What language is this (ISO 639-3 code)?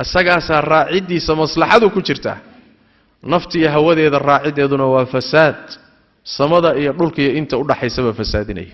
som